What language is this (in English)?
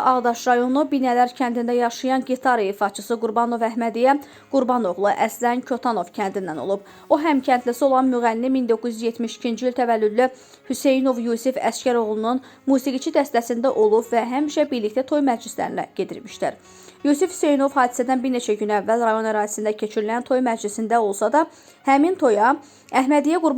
Azerbaijani